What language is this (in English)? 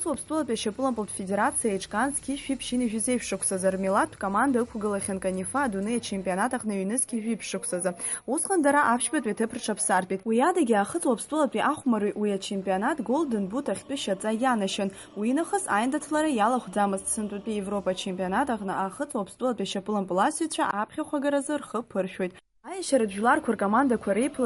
Abkhazian